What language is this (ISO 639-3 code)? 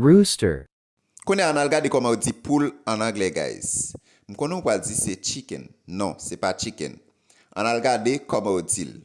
hat